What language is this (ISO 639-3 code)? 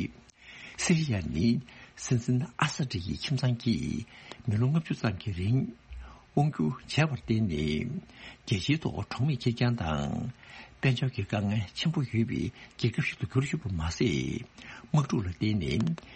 bod